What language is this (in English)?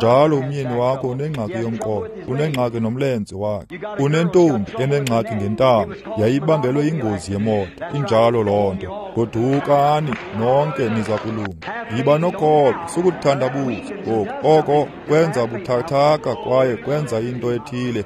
Xhosa